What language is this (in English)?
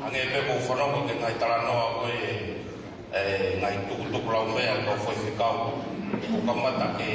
Tongan